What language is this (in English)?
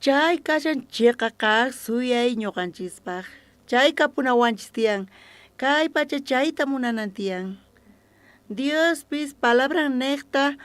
South Bolivian Quechua